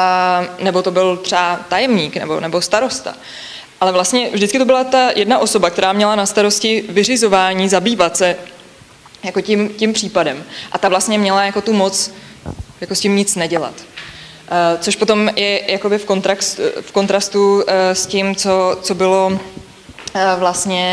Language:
Czech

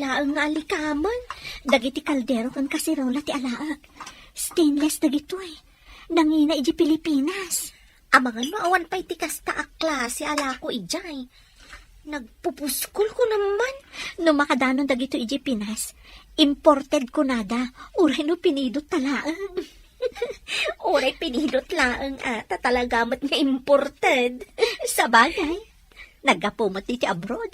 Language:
Iloko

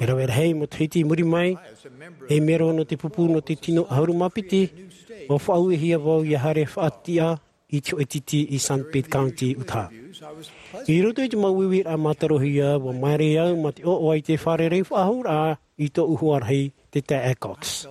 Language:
Tahitian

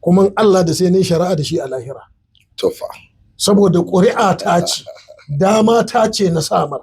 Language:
Hausa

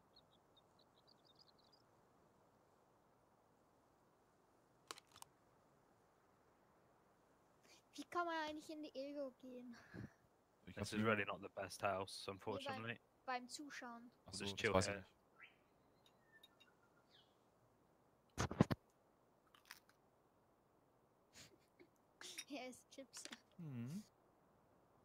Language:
German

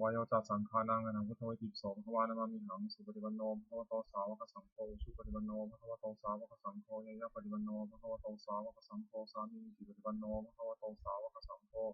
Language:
Pali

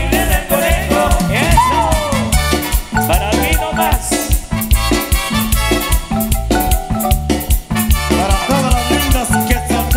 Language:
Spanish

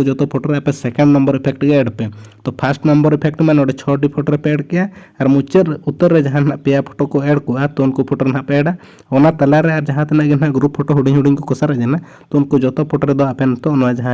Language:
Santali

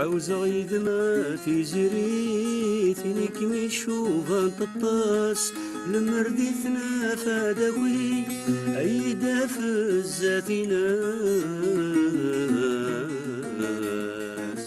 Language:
Kabyle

